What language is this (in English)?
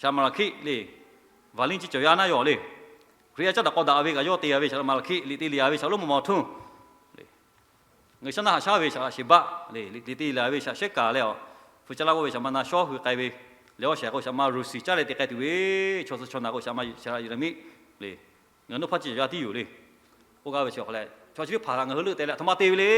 Lahu